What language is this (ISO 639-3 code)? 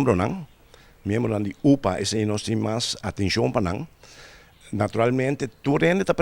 pap